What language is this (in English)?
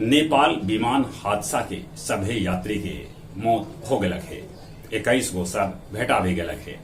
Magahi